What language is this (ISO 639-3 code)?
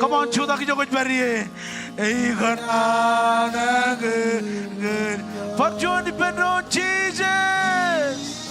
mah